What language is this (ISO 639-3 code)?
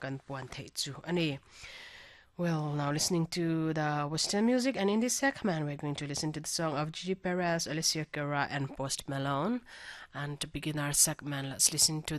lus